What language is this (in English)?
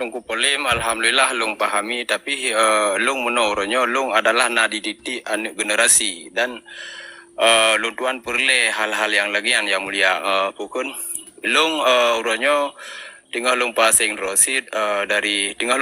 Achinese